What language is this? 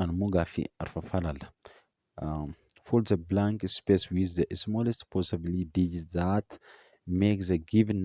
Oromo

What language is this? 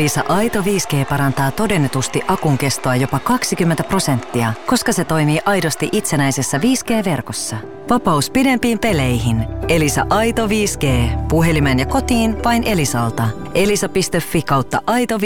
Finnish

